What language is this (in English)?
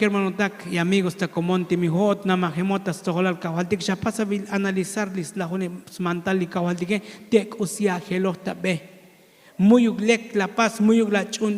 Tzotzil